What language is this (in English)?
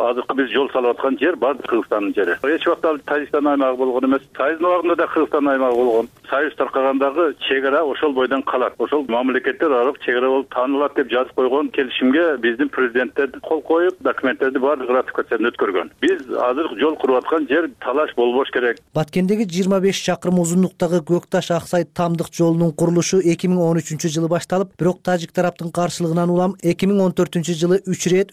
Kyrgyz